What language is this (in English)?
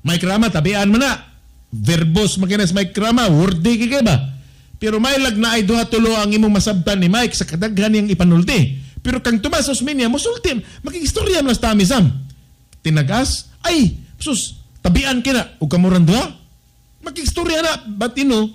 Cebuano